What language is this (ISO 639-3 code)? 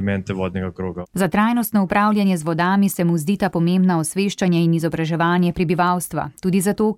slv